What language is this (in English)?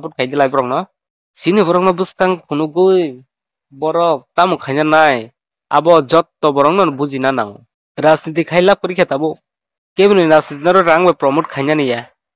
Kok Borok